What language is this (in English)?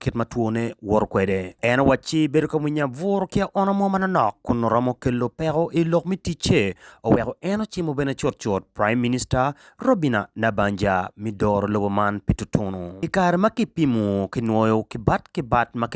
Acoli